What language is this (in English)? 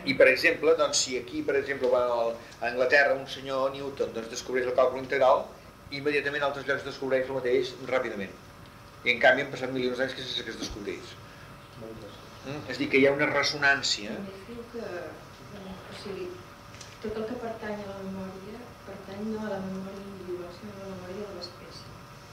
Catalan